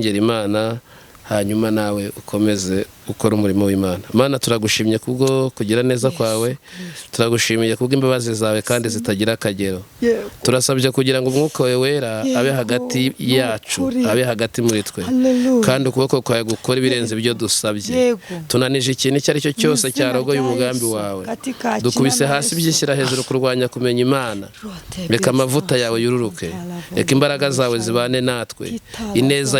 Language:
Kinyarwanda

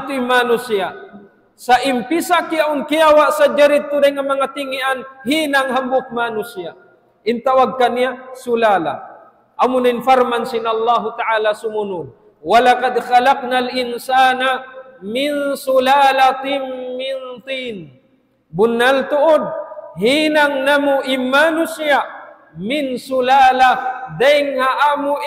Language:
Tausug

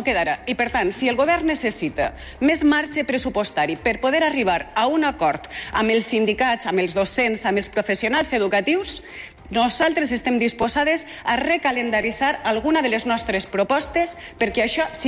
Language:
Catalan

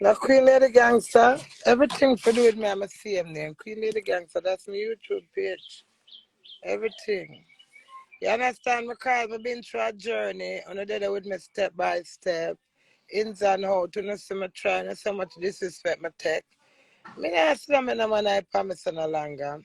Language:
Jamaican Creole English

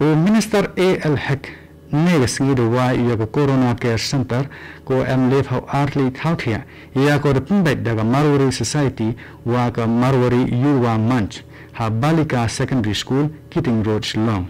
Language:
Khasi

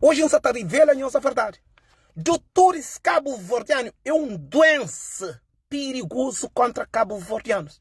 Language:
Kabuverdianu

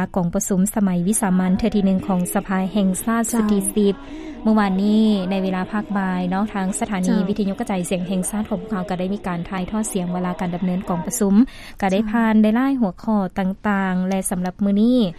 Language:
Lao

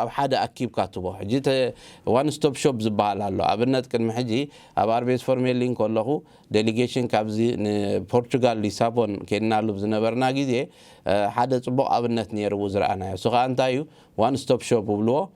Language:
Tigrinya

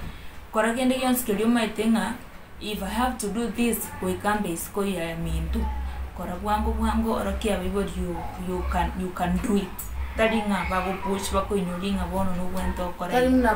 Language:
Gusii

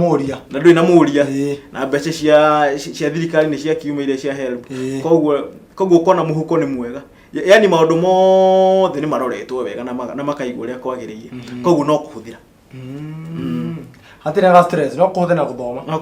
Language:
Kikuyu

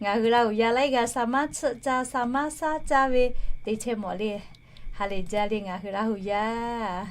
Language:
Lahu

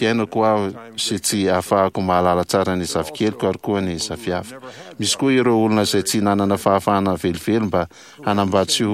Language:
Malagasy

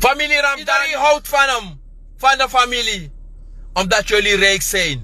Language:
Sranan Tongo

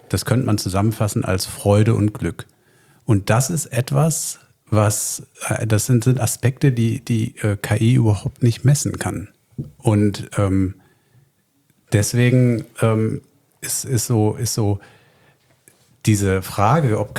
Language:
German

